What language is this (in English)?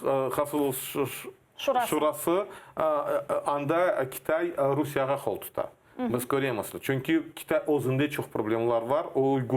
Crimean Tatar